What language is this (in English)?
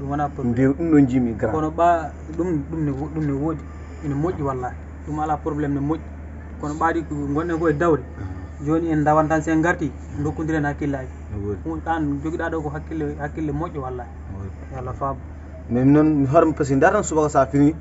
Fula